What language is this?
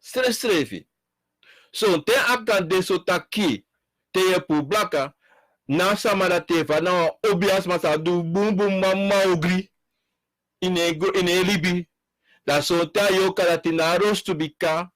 Sranan Tongo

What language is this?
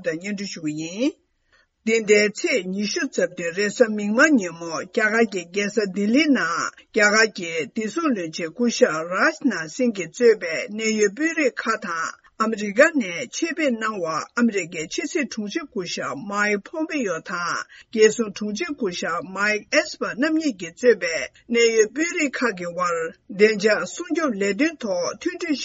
Tibetan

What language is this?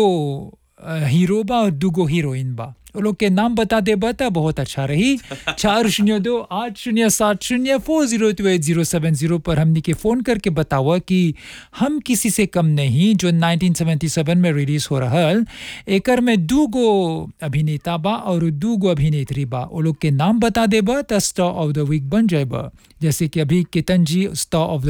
Bhojpuri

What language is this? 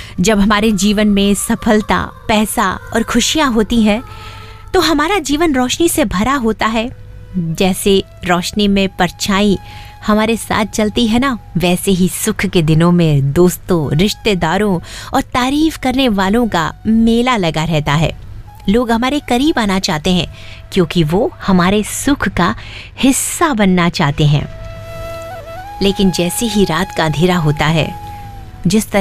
Hindi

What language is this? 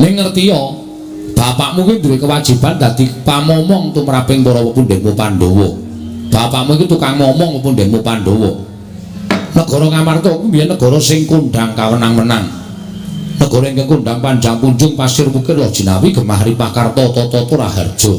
Javanese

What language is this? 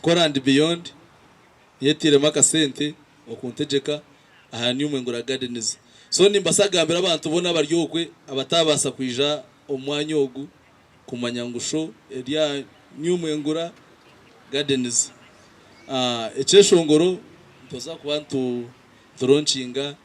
Nyankole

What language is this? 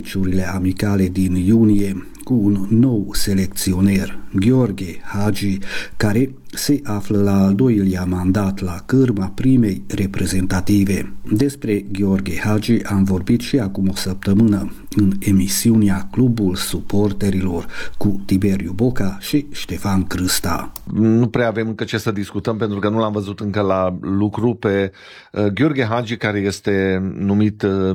Romanian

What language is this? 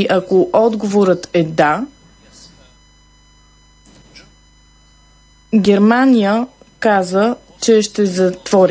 Bulgarian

